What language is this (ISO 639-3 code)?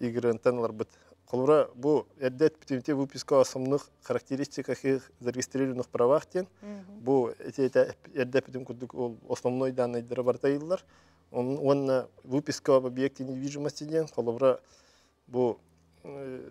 sah